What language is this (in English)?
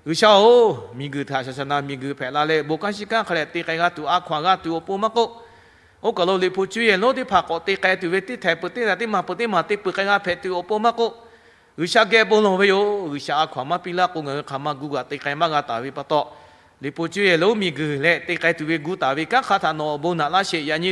Lahu